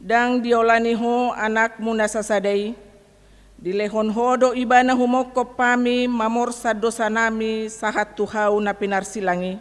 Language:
Batak Toba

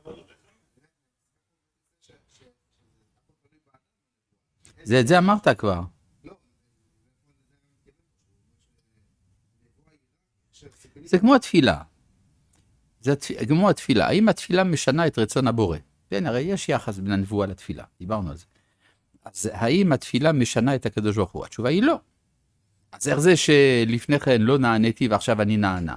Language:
Hebrew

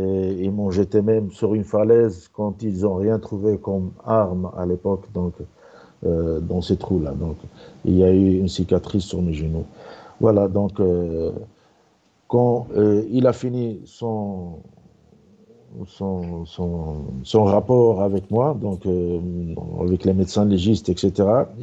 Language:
French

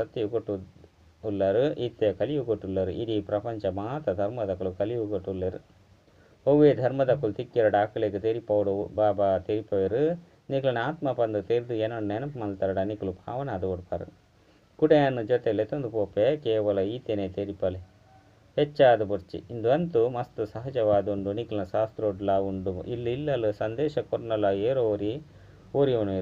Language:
Tulu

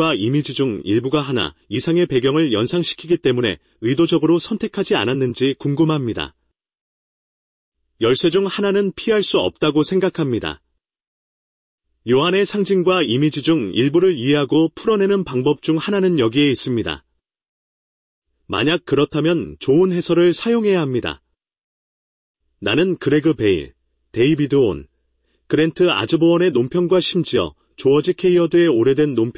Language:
Korean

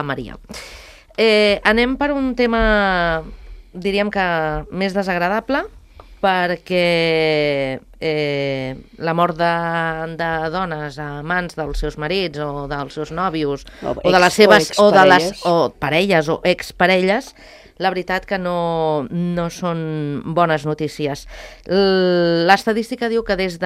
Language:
Catalan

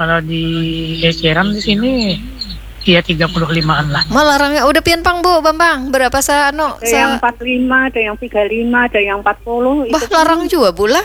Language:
Banjar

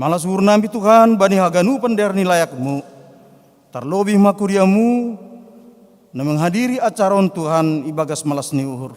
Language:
Batak Simalungun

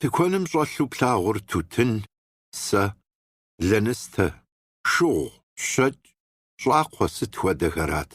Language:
Kabardian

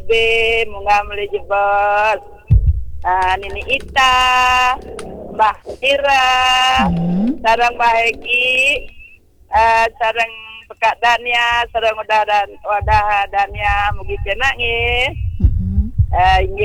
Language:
Balinese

